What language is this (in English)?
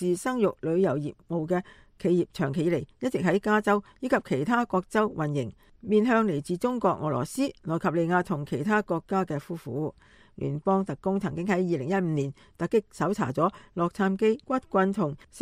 Cantonese